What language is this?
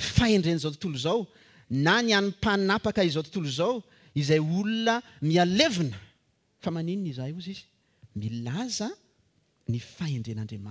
Malagasy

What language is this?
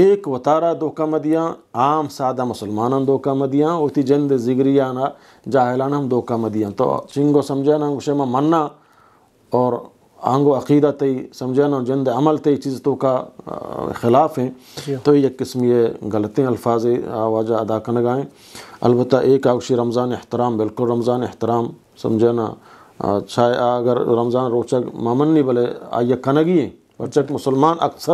Eastern Balochi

